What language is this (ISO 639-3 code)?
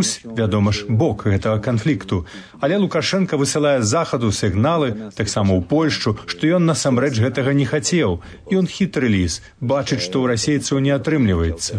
bel